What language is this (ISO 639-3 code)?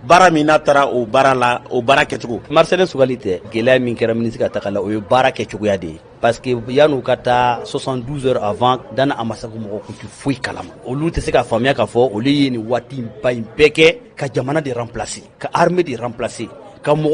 bam